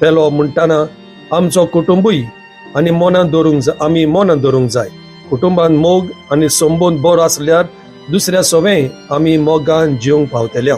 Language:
Konkani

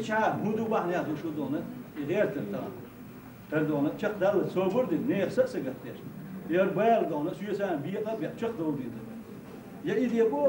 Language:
Chechen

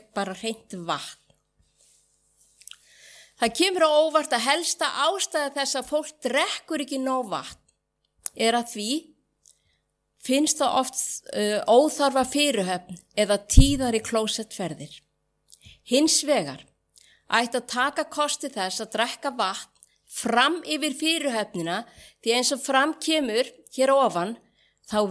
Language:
Icelandic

